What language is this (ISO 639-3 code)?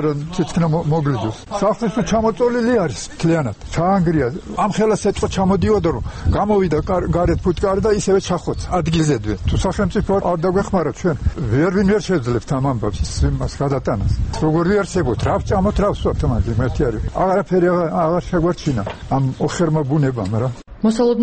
kat